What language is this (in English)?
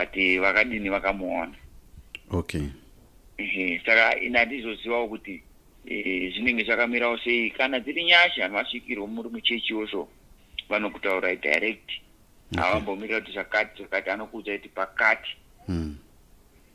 Shona